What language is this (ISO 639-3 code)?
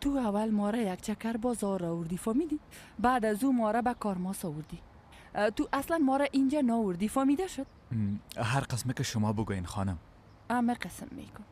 fas